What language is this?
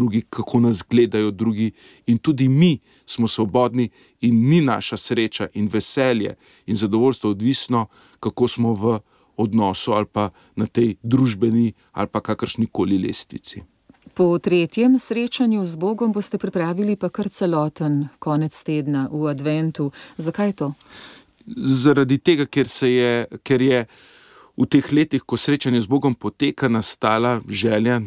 Slovenian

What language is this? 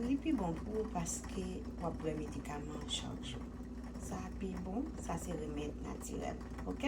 Haitian Creole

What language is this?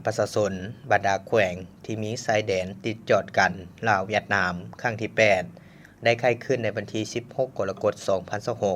Lao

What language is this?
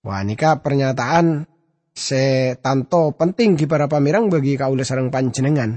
Madurese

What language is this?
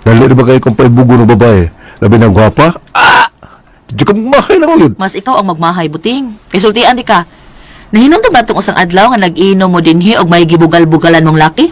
Cebuano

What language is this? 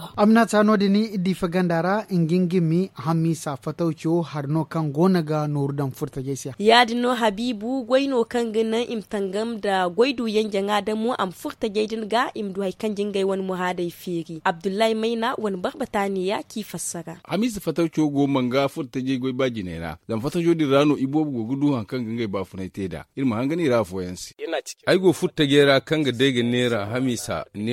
Zarma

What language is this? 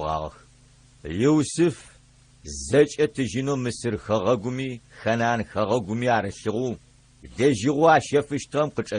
Adyghe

